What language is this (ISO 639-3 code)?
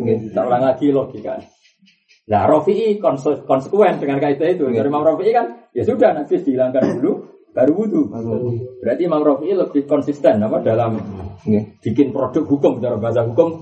ind